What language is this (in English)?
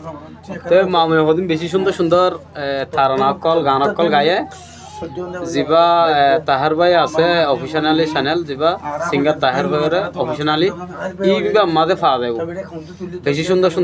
Rohingya